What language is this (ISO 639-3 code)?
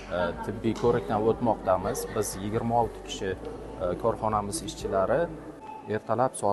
uzb